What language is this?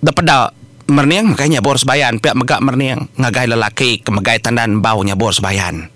Iban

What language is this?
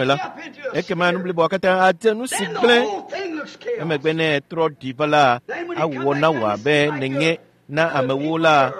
Ewe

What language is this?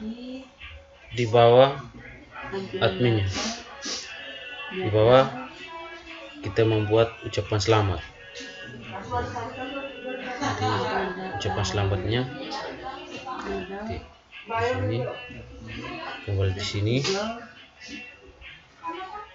Indonesian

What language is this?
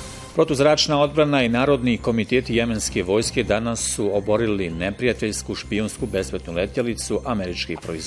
Bosnian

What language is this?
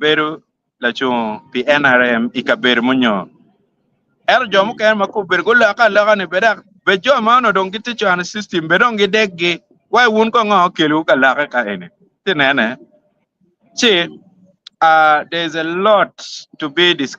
Acoli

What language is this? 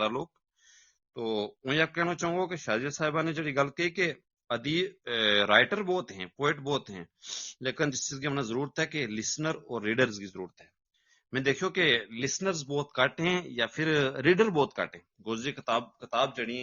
Gujari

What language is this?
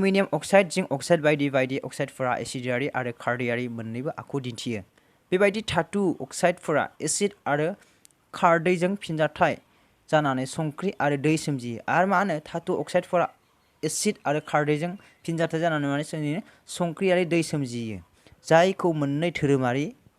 Bodo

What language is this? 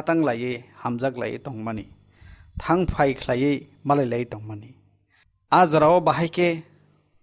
Kok Borok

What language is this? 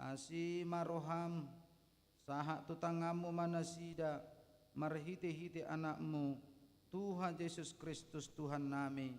Batak Toba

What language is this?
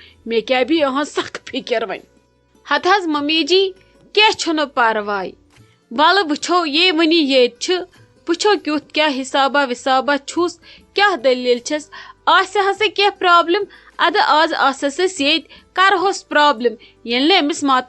Kashmiri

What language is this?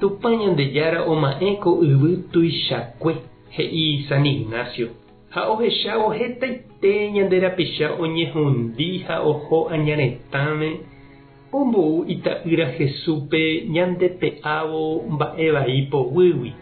Guarani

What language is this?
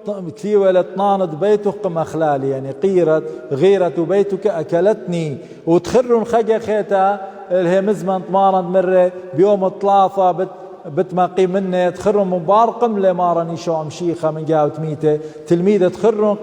Assyrian Neo-Aramaic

